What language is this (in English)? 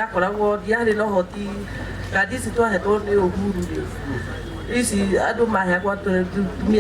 Kikuyu